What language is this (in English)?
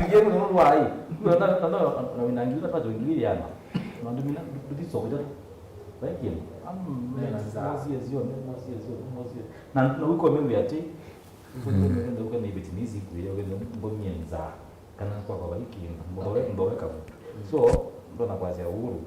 Kamba